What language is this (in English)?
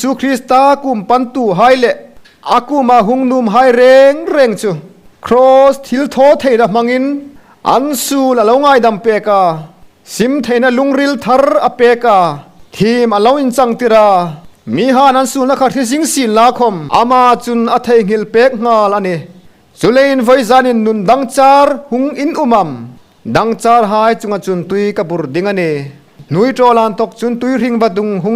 Hmar